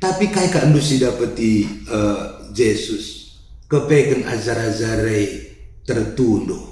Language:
Batak Karo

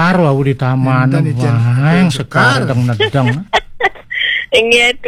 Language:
Balinese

